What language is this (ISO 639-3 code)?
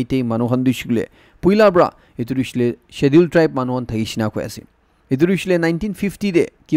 nag